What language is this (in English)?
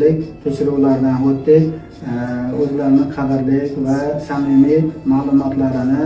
Uzbek